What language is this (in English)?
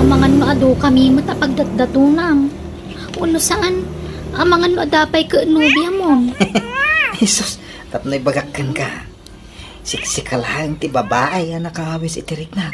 Iloko